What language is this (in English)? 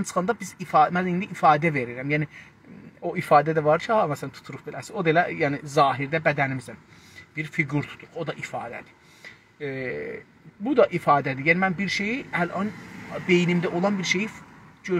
South Azerbaijani